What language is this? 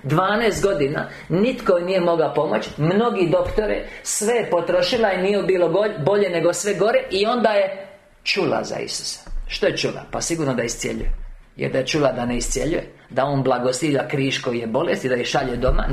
Croatian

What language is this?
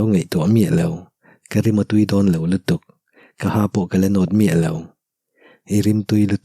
Mizo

